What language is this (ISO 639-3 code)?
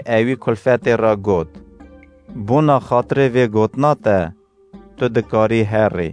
kur